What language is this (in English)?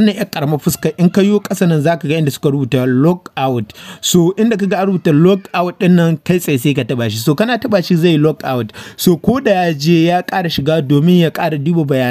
Hausa